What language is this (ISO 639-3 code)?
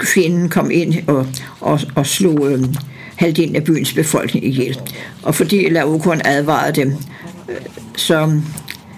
dan